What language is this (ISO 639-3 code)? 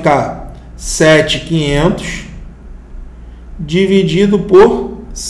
por